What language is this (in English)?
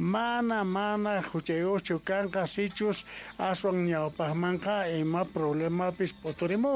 South Bolivian Quechua